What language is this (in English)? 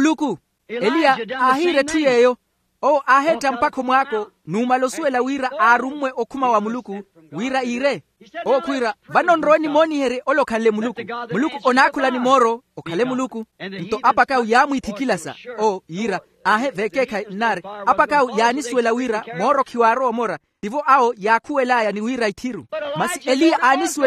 Makhuwa